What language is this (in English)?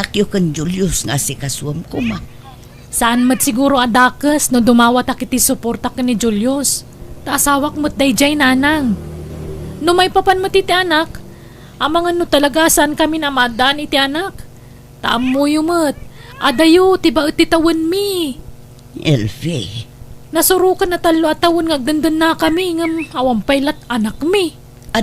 Iloko